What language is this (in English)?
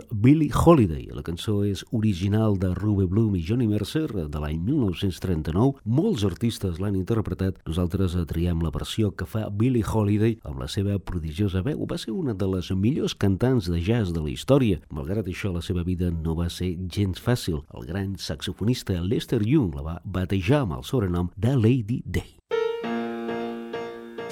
Catalan